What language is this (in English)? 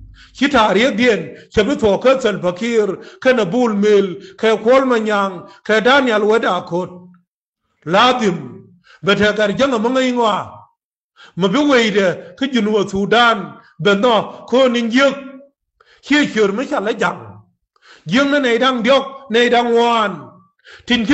Nuer